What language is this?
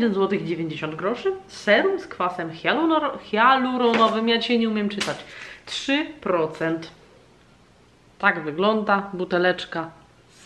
Polish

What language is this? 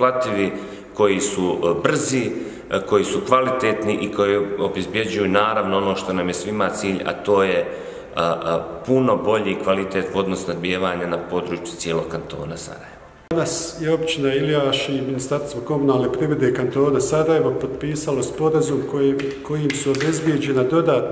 Bosnian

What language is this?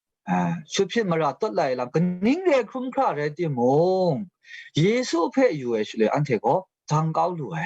Kachin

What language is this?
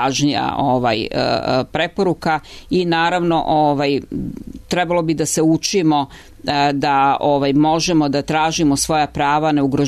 Serbian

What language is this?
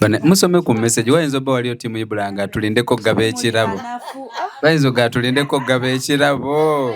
Ganda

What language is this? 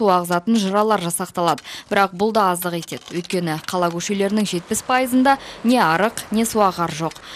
Kazakh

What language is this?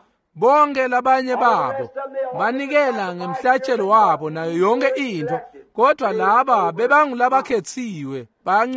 Swati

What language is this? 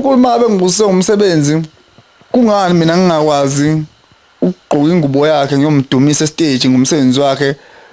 Zulu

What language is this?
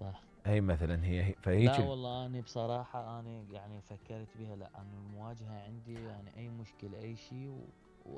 Mesopotamian Arabic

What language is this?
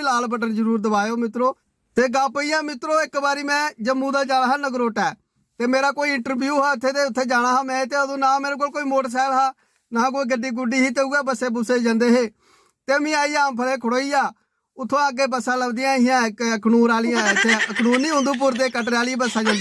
Dogri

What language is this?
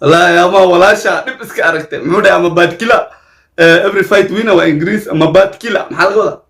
Somali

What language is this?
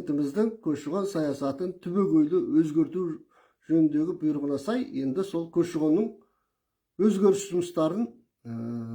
Kazakh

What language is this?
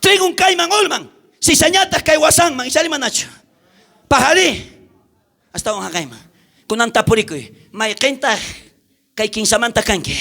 South Bolivian Quechua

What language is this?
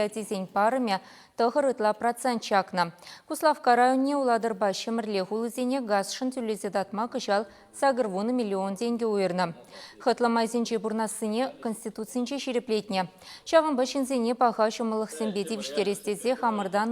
Chuvash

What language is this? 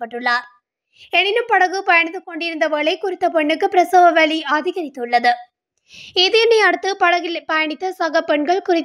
Tamil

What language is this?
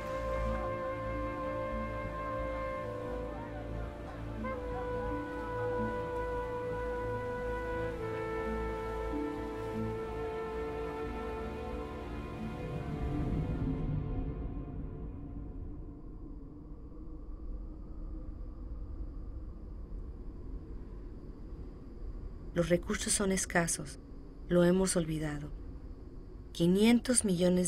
Spanish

